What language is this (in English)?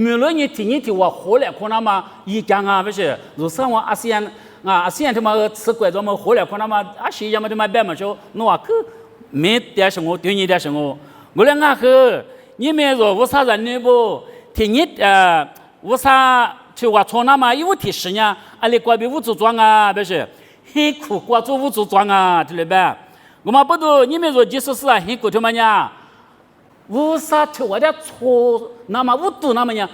Lisu